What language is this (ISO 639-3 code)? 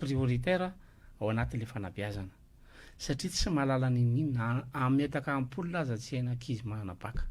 mlg